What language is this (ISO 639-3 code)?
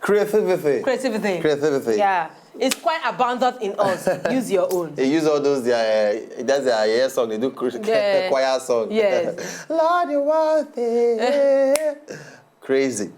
pcm